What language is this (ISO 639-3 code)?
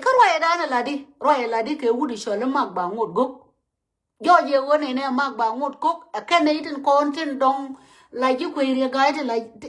nus